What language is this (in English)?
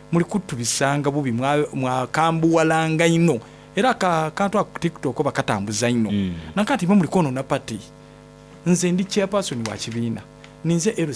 Soga